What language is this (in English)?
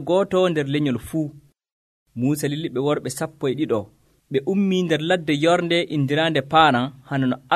Nigerian Fulfulde